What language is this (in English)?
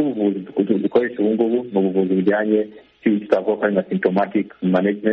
Kinyarwanda